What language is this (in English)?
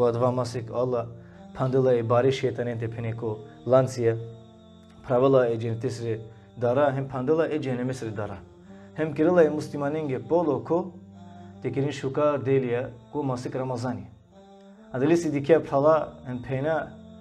Balkan Romani